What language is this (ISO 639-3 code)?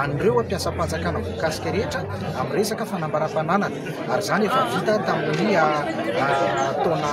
mlg